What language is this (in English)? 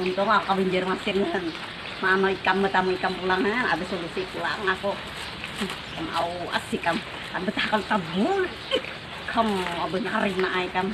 Banjar